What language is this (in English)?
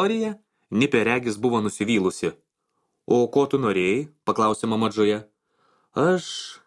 Lithuanian